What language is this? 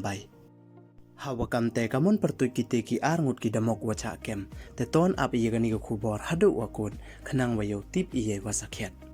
Pnar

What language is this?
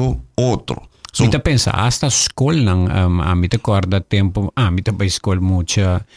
Papiamento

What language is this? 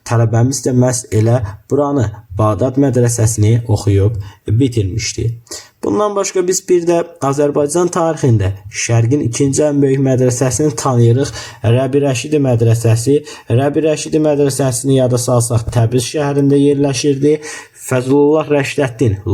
Azerbaijani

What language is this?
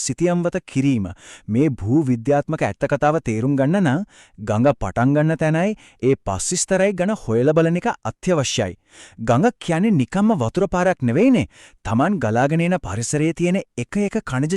Sinhala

